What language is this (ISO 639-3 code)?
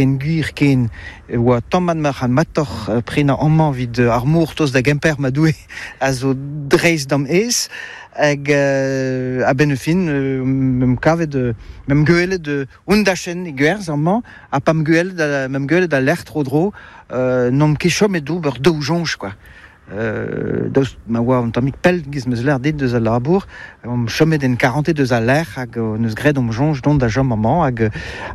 bre